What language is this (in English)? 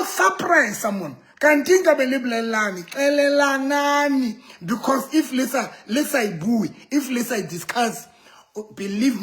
Southern Sotho